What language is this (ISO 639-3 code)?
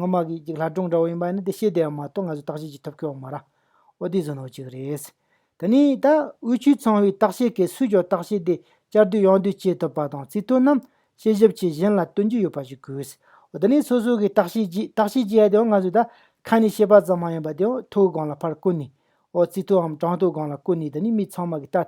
bod